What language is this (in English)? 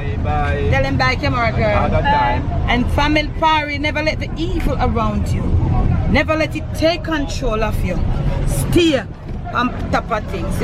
Jamaican Creole English